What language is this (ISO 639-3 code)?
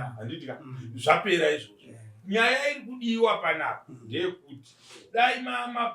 sna